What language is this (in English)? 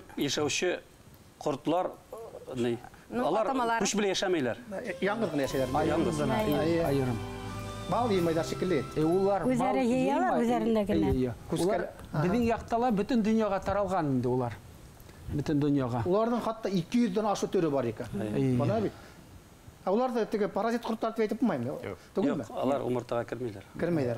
Bashkir